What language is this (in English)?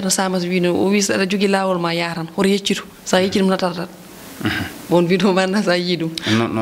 Fula